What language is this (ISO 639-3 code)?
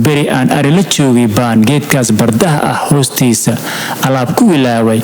som